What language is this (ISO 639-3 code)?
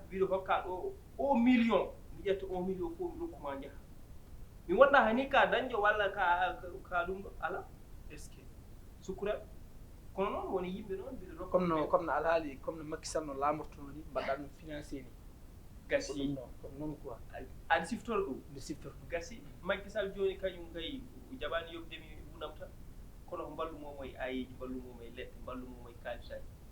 ful